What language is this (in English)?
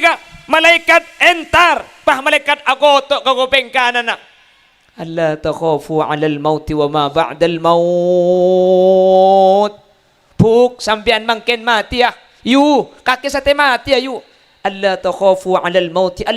Madurese